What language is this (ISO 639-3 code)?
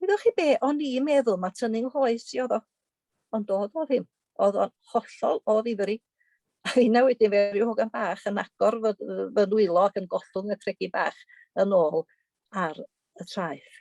cym